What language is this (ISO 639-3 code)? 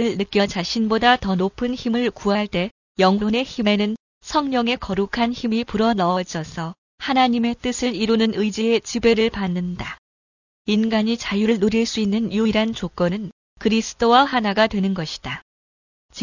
kor